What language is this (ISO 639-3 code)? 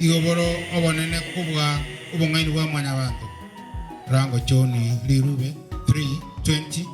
guz